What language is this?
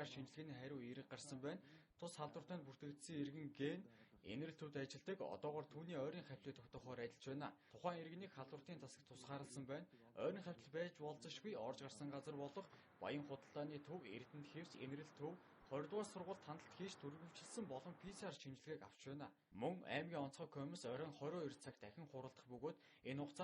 Mongolian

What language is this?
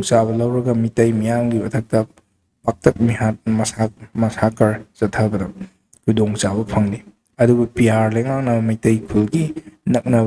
Manipuri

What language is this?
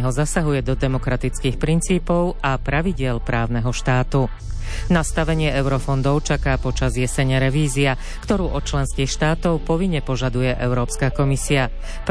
Slovak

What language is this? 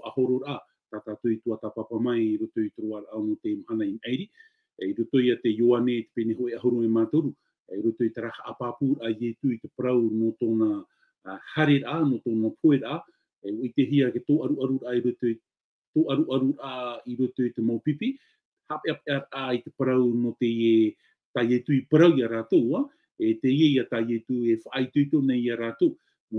Tahitian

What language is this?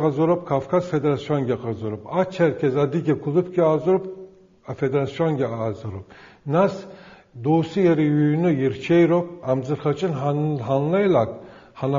Abkhazian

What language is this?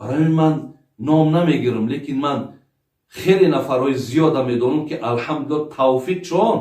Tajik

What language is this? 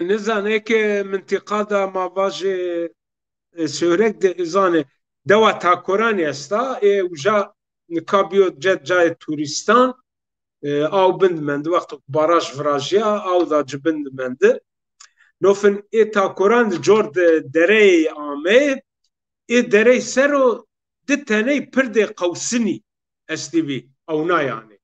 Zaza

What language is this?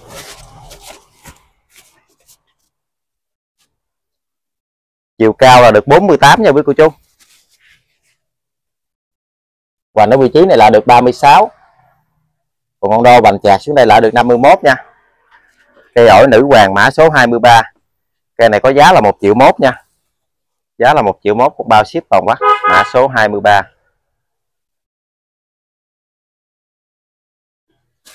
Vietnamese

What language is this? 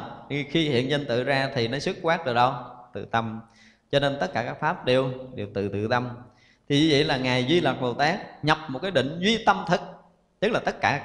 Vietnamese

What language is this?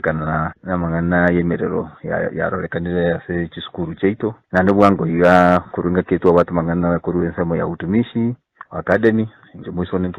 Gusii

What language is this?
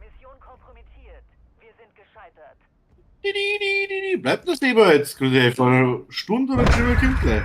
Bavarian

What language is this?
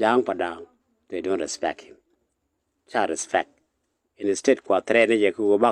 Nuer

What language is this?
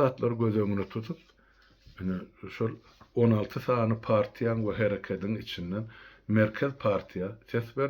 Turkmen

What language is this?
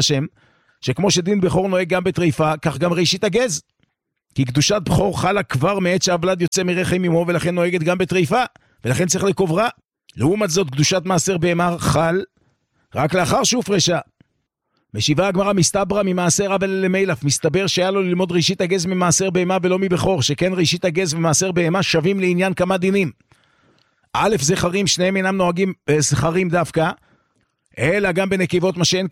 Hebrew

